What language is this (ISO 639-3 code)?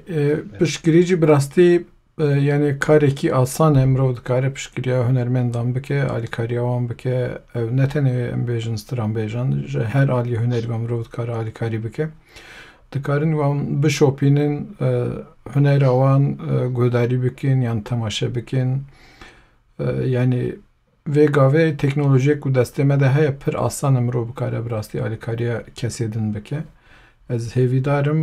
kur